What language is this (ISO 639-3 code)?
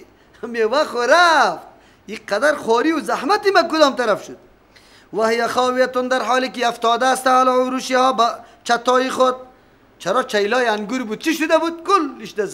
fas